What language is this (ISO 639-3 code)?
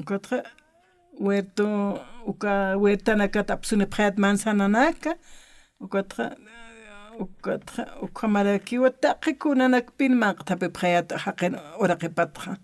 aym